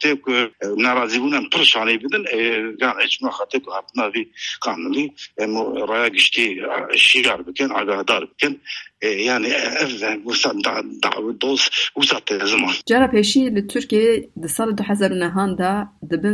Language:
Kurdish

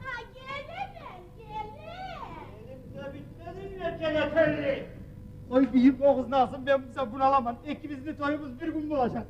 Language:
Kumyk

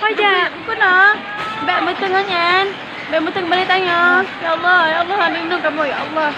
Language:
Achinese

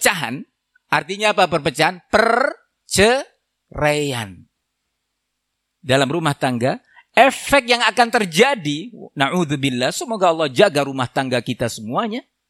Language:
Indonesian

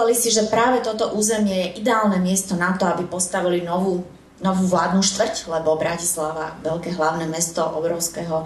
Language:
Slovak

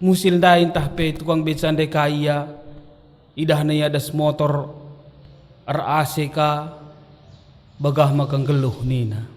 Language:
Batak Karo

